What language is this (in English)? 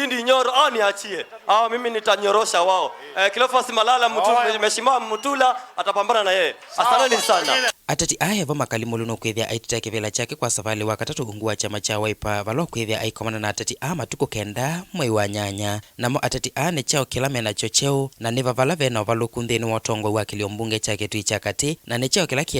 Kamba